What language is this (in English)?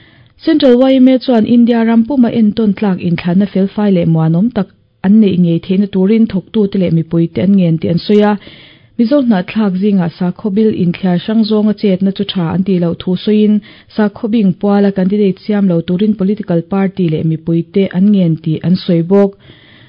Mizo